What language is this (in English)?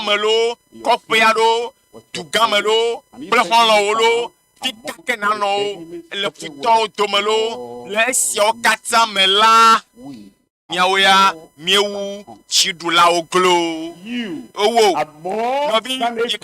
Ewe